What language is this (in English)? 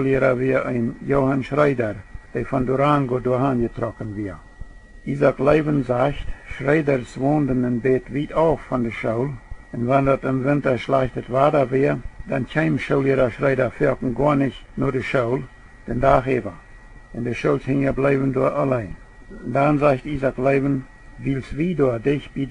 Plautdietsch